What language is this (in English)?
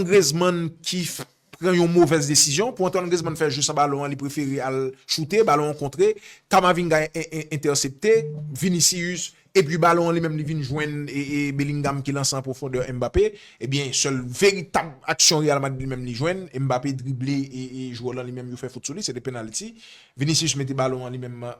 Haitian Creole